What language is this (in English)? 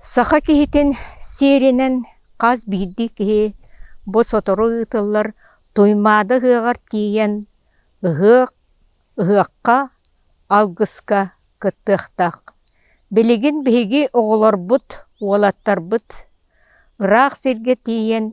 Yakut